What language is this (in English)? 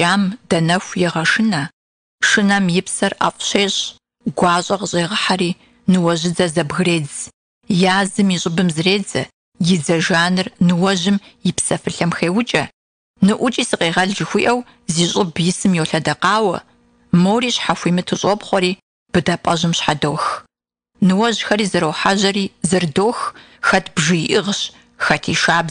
Kabardian